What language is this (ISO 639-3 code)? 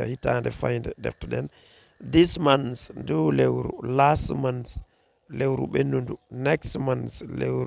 ful